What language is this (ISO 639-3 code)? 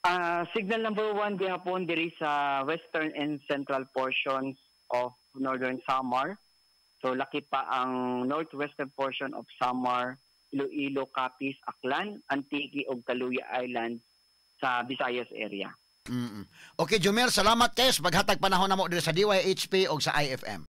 ceb